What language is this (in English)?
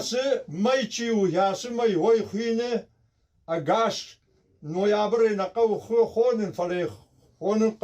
Ossetic